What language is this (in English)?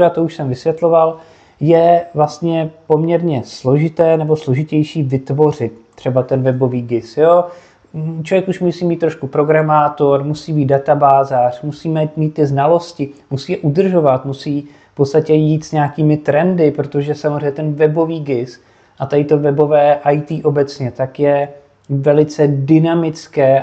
Czech